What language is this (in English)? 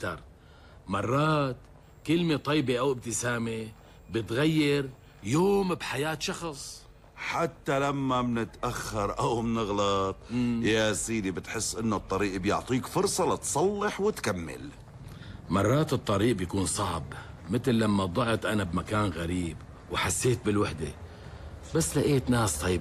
North Levantine Arabic